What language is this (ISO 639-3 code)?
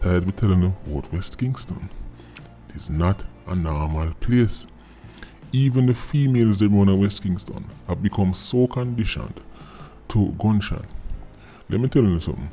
jam